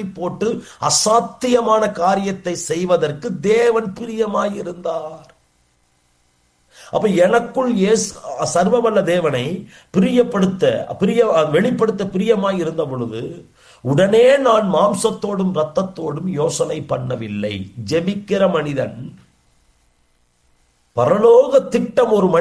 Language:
Tamil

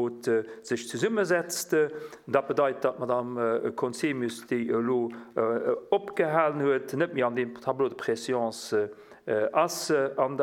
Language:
Luxembourgish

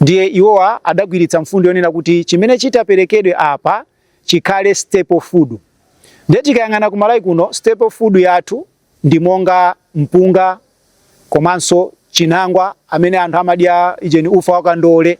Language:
Nyanja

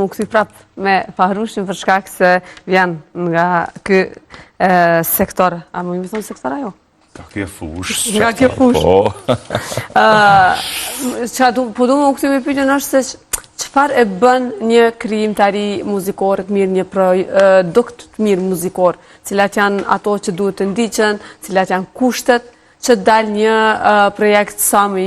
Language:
Albanian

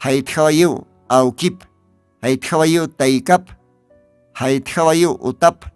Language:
Aymara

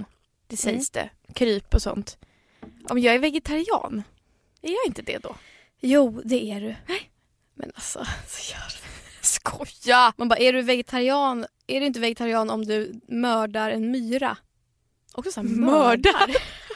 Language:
Swedish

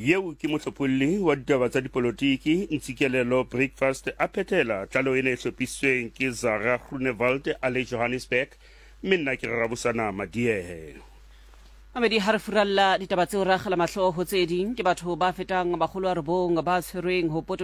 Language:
Southern Sotho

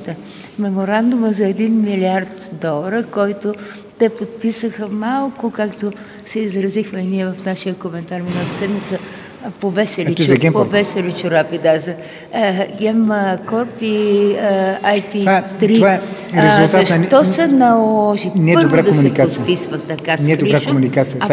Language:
Bulgarian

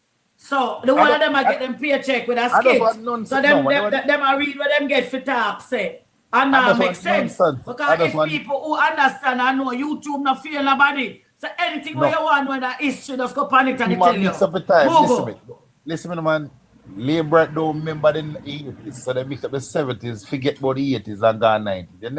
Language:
Jamaican Creole English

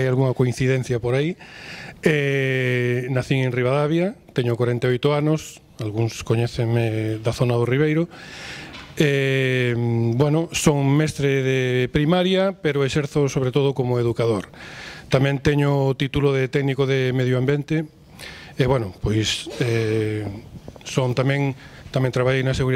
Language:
Galician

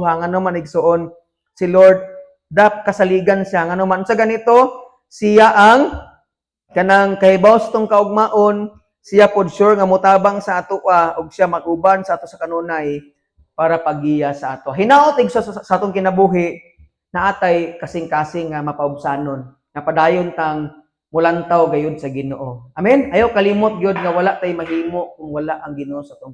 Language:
Cebuano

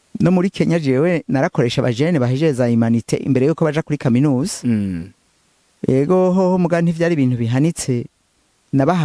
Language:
Rundi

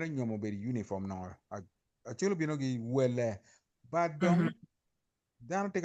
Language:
Acoli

